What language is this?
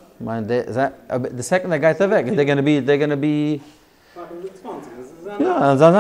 Yiddish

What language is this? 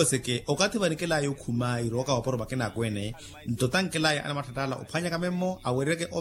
Makhuwa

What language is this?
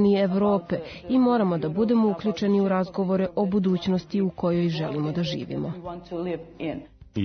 Serbian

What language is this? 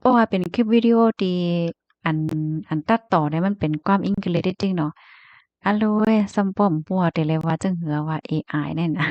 Shan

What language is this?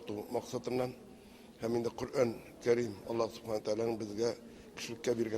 Tatar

